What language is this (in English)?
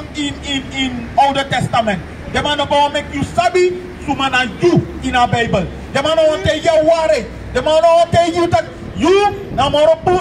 Sranan Tongo